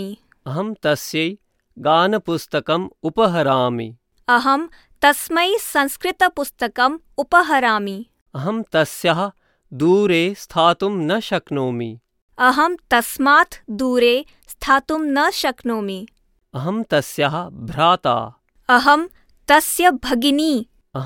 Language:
Sanskrit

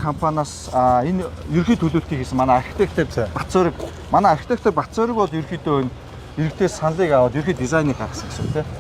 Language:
Mongolian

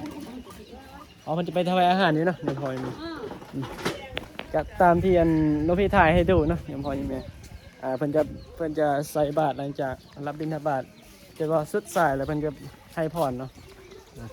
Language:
Northeastern Thai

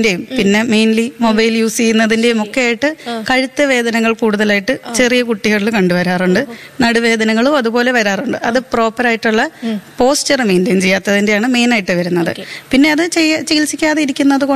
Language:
Malayalam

